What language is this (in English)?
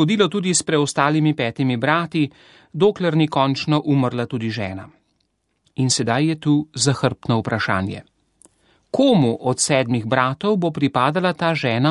Slovenian